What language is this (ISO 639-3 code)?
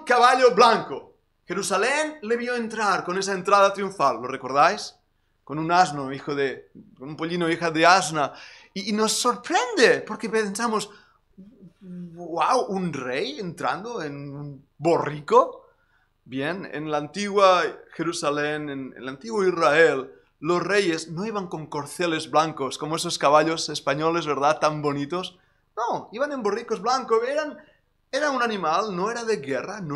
spa